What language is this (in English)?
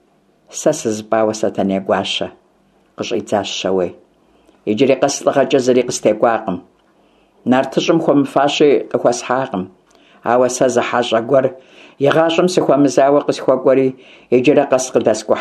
Kabardian